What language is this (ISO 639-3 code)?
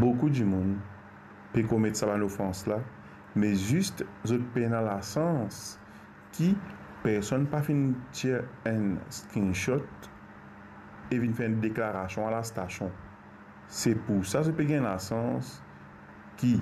mfe